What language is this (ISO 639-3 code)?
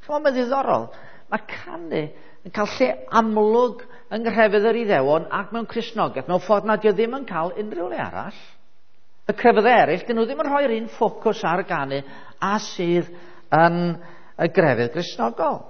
cym